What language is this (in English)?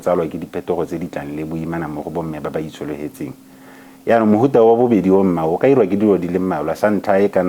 Tswana